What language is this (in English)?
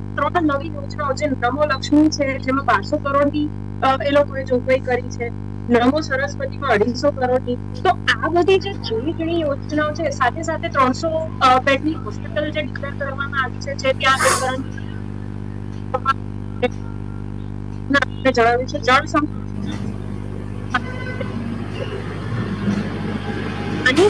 Gujarati